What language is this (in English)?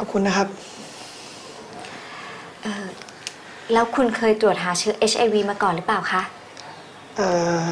Thai